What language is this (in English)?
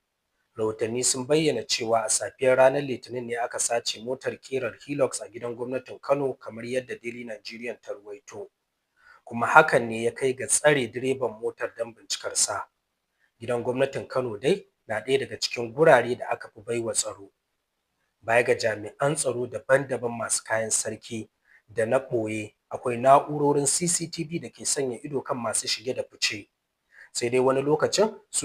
Hausa